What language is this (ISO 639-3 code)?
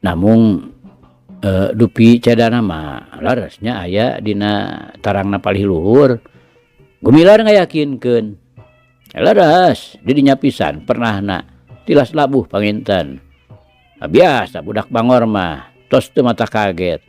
sun